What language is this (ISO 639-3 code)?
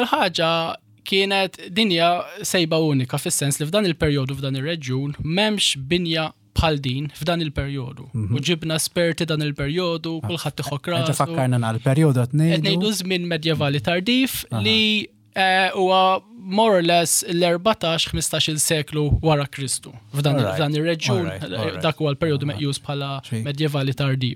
mlt